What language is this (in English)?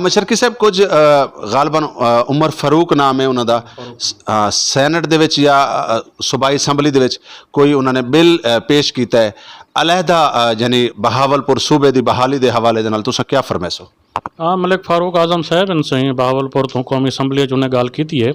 Saraiki